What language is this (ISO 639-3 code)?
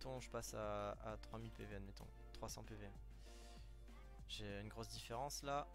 fra